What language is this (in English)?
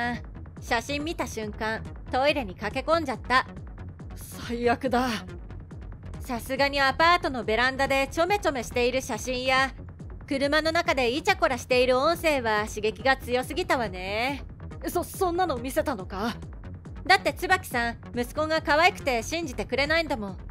Japanese